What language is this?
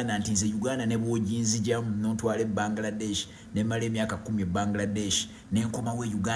Ganda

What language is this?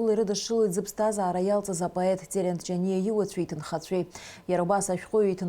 Abkhazian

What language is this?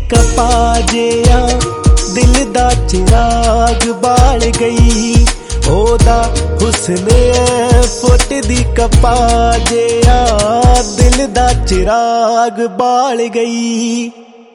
Punjabi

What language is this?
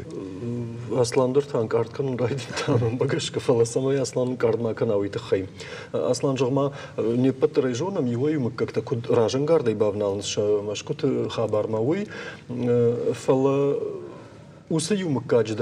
Ossetic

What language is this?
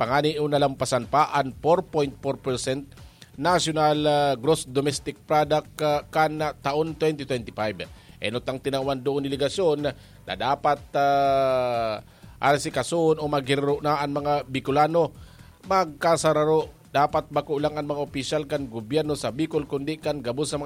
Bikol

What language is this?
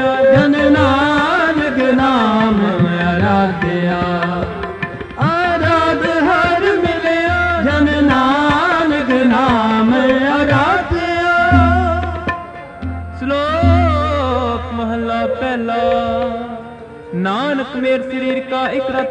Punjabi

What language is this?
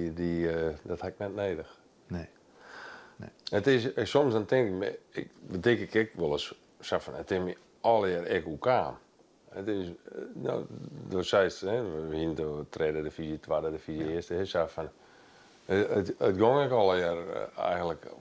Western Frisian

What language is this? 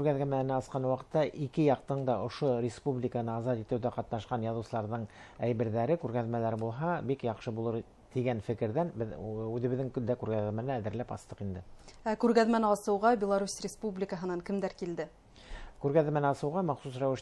Bashkir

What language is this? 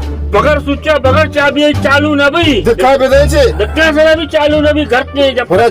Baluchi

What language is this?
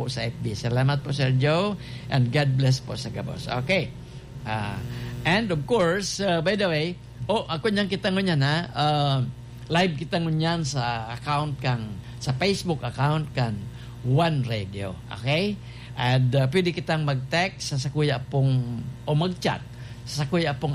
Bikol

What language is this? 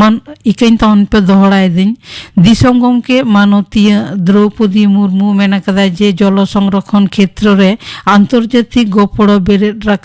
Santali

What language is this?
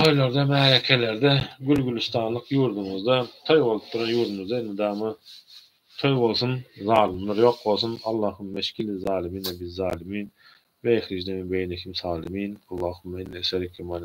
Turkmen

